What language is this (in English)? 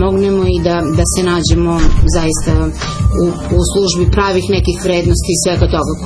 Serbian